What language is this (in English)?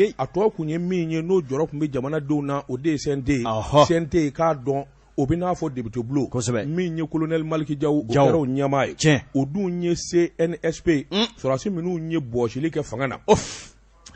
Bambara